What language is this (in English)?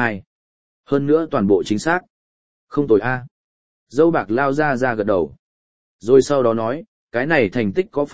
Vietnamese